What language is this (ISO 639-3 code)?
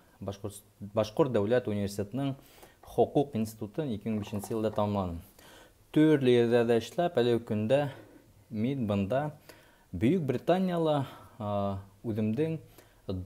bak